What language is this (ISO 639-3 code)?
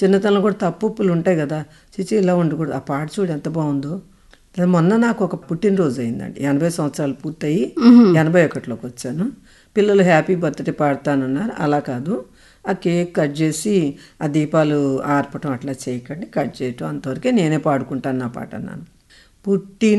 tel